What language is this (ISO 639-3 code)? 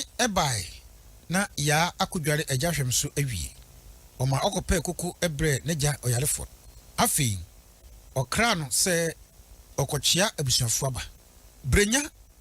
aka